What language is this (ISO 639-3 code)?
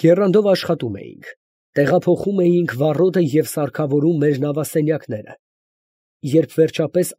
hye